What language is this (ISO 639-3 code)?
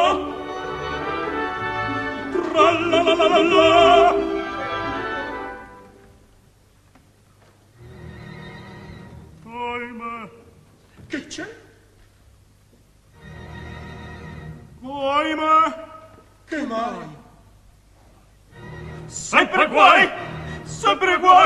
ita